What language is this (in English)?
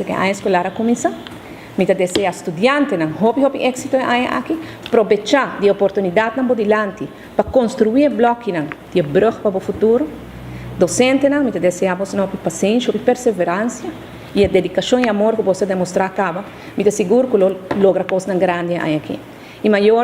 Papiamento